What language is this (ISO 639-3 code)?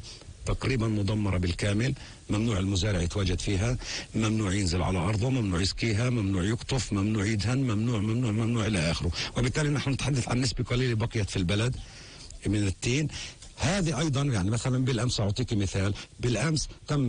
apc